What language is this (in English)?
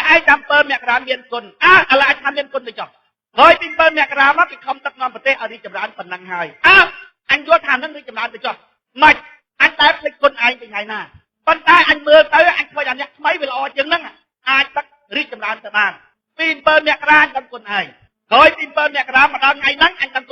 Khmer